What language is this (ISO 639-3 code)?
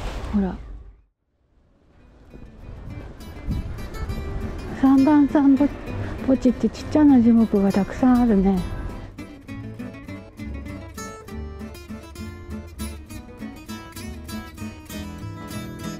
jpn